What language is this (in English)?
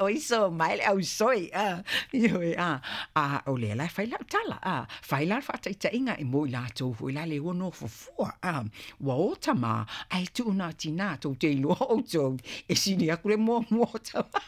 Samoan